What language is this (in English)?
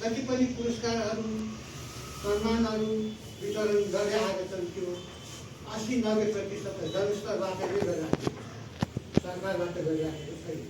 Nepali